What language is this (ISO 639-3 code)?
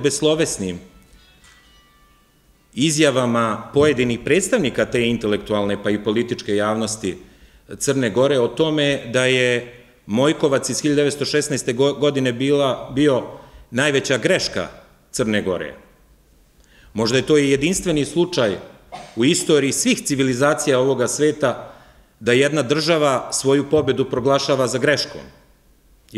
srp